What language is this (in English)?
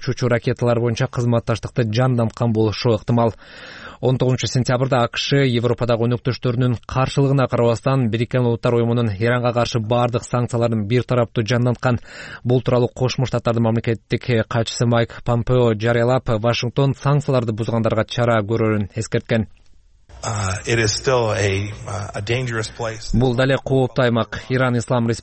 Kyrgyz